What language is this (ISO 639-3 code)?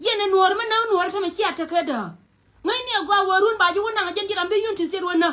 nus